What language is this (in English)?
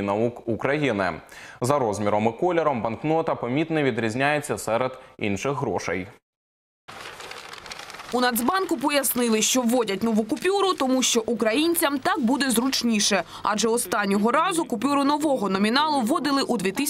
Ukrainian